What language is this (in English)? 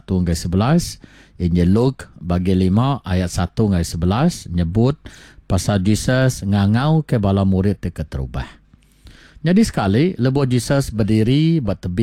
Iban